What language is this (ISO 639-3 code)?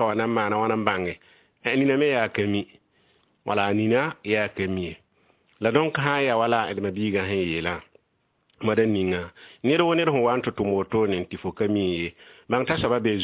mos